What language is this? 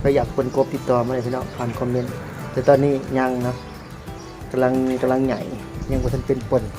Lao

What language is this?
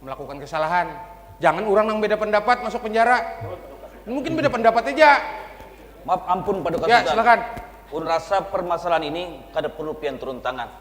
Banjar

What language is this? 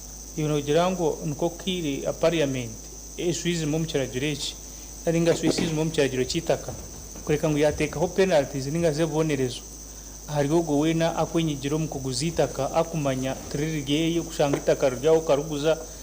Nyankole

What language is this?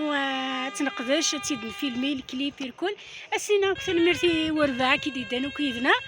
Kabyle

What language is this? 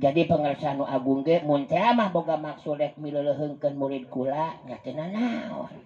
Sundanese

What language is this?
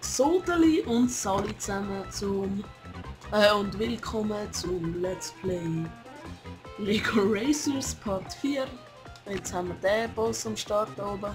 Swiss German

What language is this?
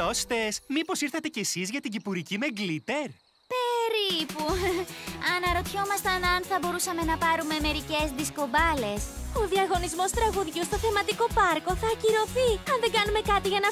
Greek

